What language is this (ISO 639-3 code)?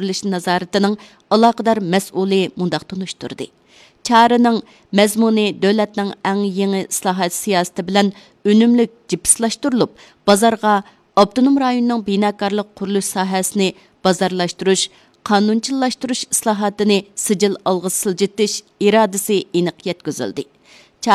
uig